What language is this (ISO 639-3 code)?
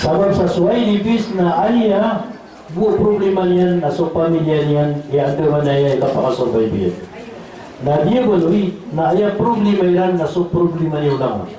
mrw